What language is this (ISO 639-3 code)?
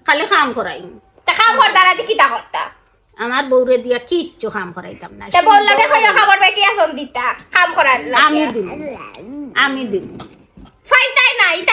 syl